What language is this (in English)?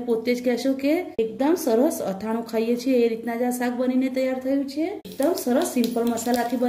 Gujarati